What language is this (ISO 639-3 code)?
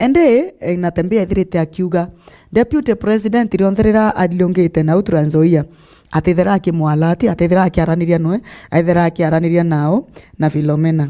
mer